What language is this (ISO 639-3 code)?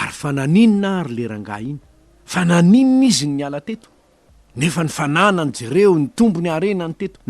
mlg